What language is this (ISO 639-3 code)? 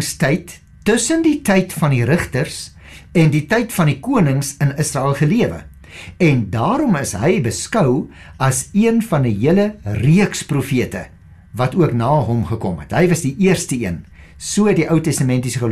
afr